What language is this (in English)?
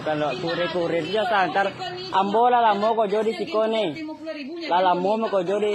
Minangkabau